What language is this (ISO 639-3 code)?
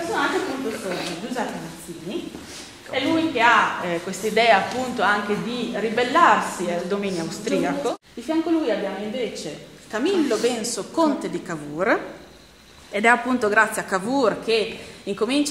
ita